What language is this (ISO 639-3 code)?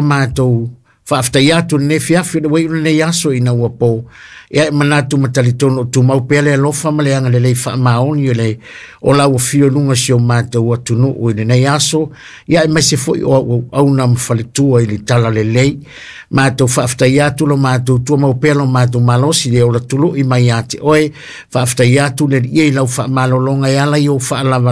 smo